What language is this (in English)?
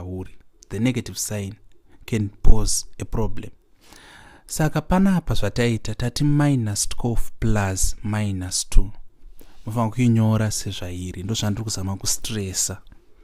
Shona